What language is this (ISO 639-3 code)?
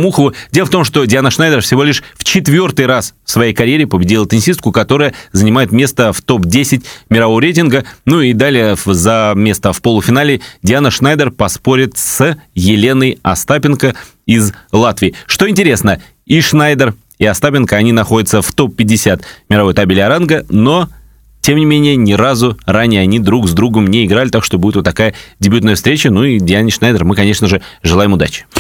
rus